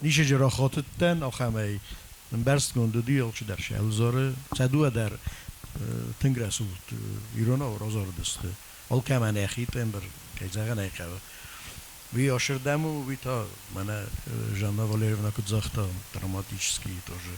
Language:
Ossetic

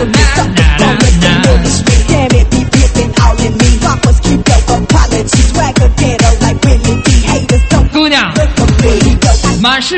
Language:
Chinese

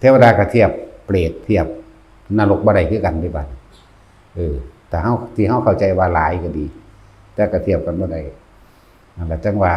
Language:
Northeastern Thai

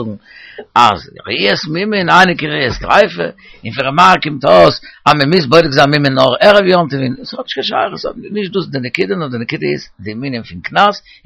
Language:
Yiddish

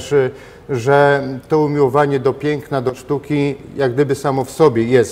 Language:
Polish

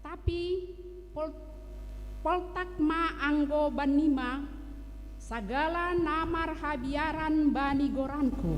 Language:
Batak Simalungun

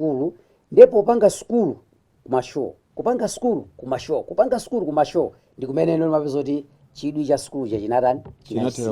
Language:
Nyanja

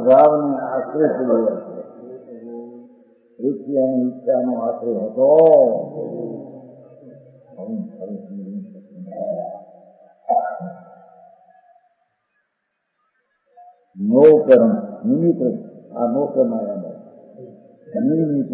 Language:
Gujarati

